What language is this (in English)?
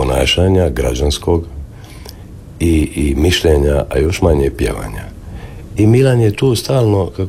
Croatian